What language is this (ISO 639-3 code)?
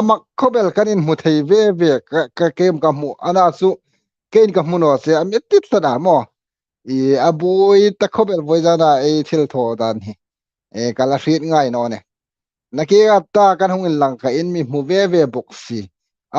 hmr